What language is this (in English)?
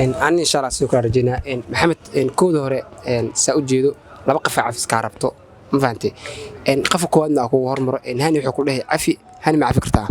Somali